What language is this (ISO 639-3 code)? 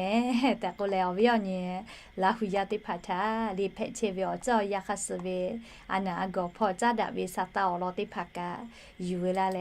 lhu